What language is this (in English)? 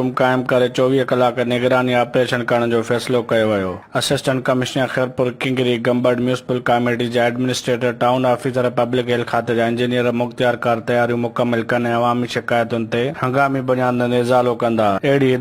Sindhi